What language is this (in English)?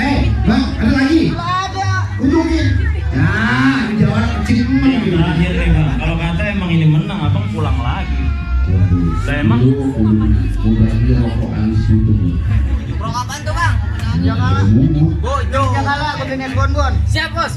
Betawi